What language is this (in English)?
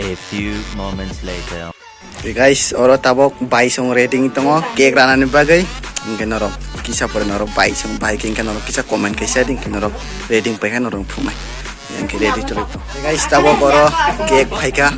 Kok Borok